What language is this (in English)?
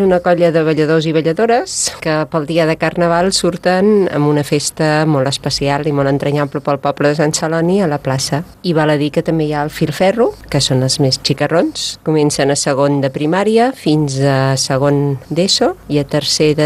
Catalan